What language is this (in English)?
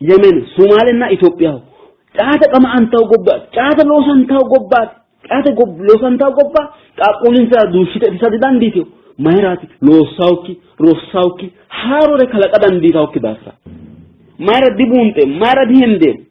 Sidamo